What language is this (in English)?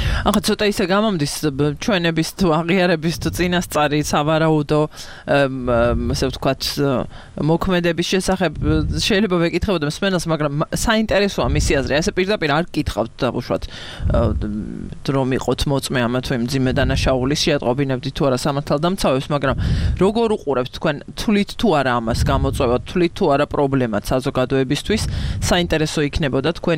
Georgian